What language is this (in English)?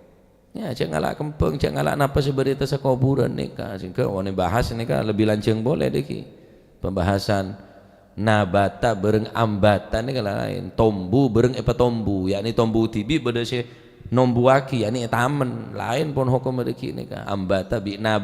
Madurese